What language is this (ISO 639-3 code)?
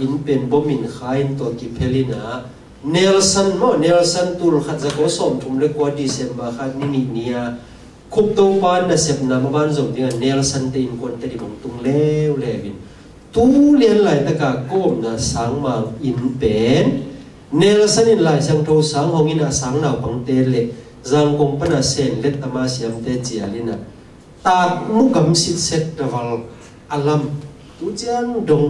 ctd